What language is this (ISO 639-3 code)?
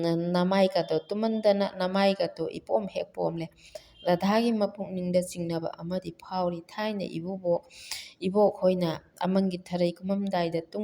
mni